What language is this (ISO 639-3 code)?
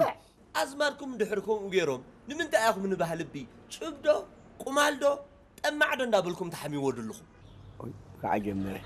tir